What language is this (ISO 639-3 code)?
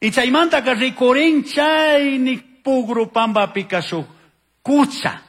qug